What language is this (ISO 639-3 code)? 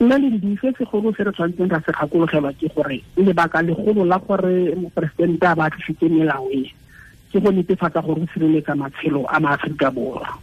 tsn